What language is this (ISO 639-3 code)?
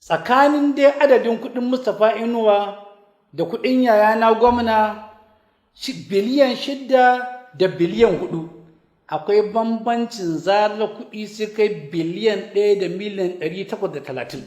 hau